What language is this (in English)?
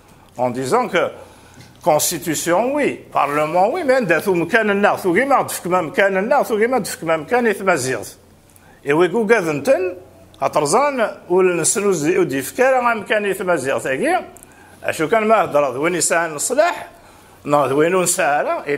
Kabyle